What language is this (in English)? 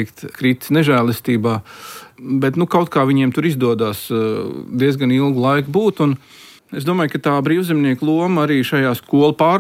Latvian